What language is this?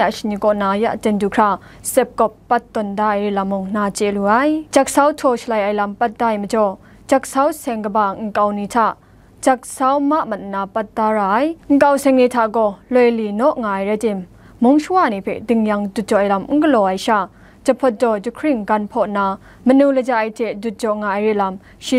Kachin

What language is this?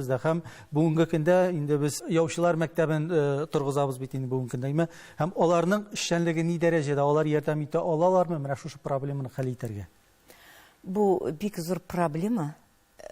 Tatar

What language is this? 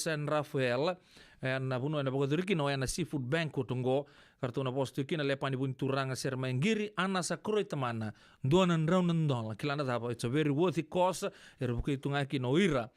Fijian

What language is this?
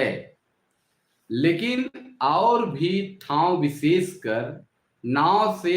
Sadri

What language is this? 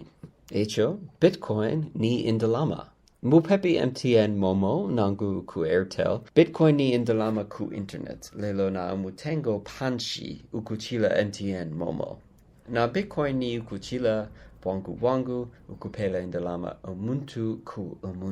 Bemba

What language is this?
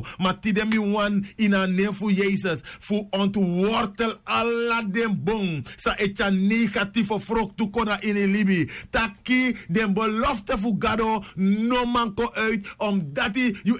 Sranan Tongo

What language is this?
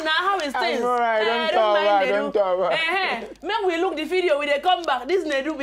Nigerian Pidgin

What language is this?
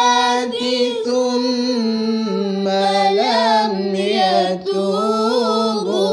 Malay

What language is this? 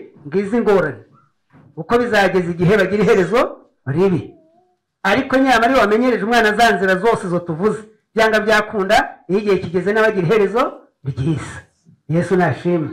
Kinyarwanda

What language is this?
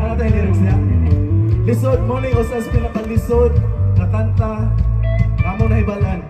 Cebuano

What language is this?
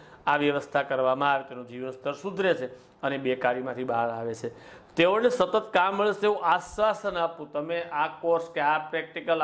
Gujarati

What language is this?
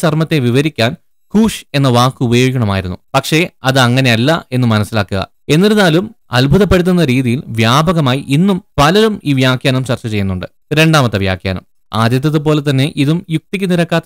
Malayalam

